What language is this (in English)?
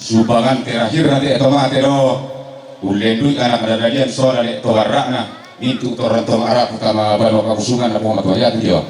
Toraja-Sa'dan